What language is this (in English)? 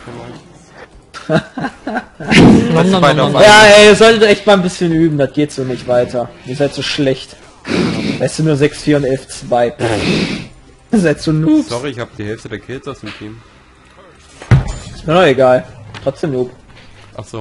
German